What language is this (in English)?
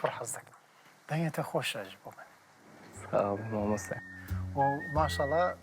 Kurdish